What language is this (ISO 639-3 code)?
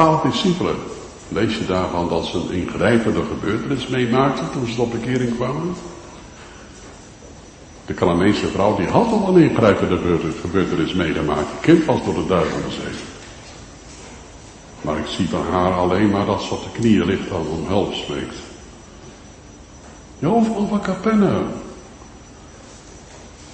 nld